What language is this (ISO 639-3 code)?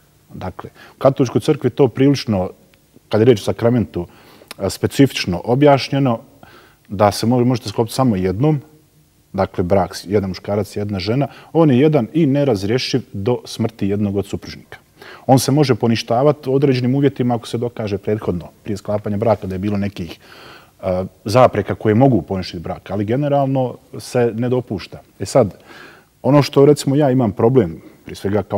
bos